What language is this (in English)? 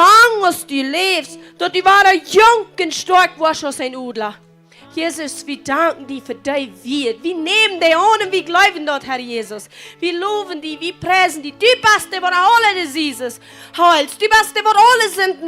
Plautdietsch